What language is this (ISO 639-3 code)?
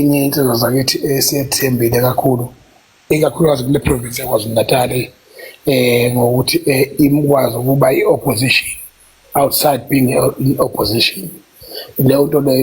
zul